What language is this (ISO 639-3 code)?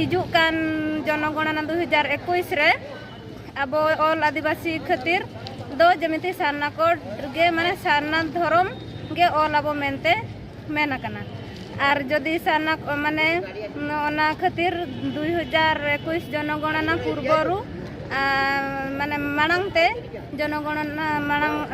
sat